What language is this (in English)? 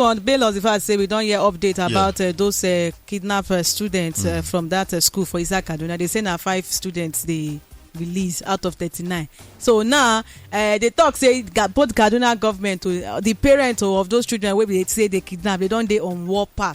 Nigerian Pidgin